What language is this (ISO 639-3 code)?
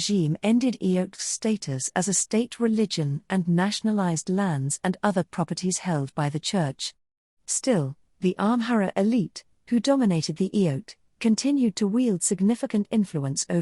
eng